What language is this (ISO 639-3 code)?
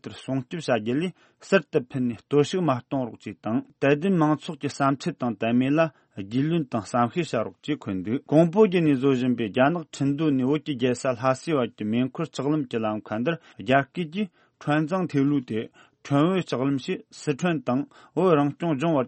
bod